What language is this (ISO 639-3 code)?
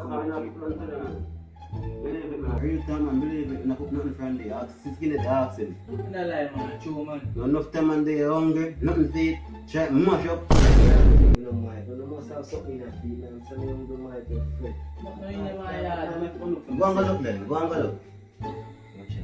jam